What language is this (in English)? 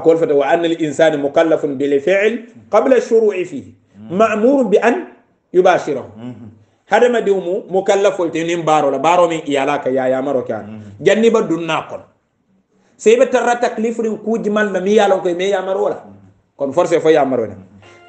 Hausa